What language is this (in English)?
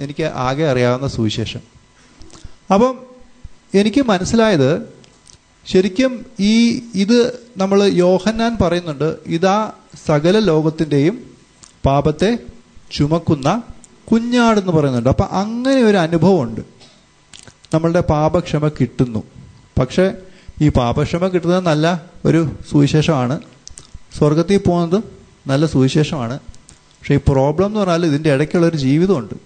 Malayalam